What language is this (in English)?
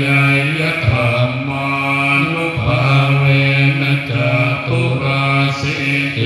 Pali